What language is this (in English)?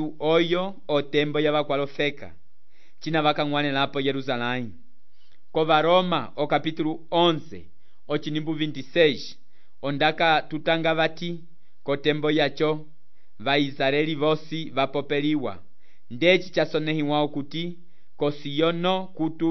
Umbundu